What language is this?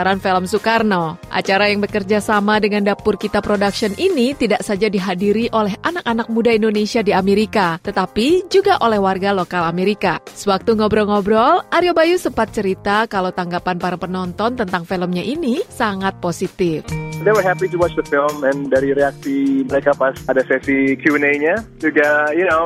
Indonesian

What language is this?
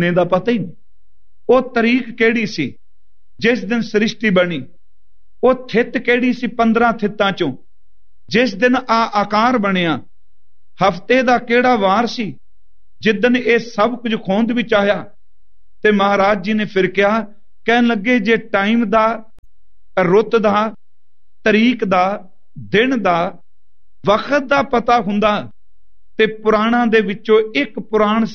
Punjabi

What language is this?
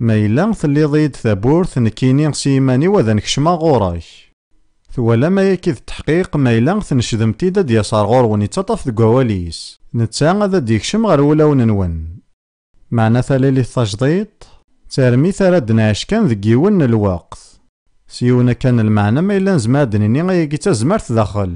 Kabyle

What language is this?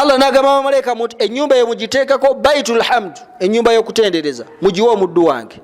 Ganda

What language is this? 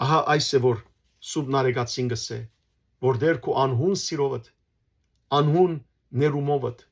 Western Armenian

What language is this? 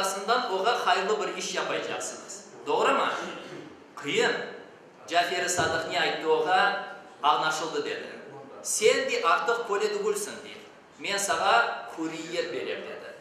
Crimean Tatar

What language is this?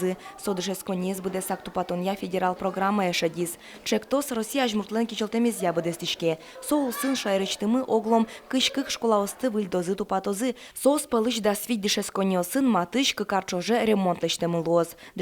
Udmurt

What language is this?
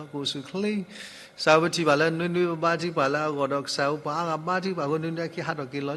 S'gaw Karen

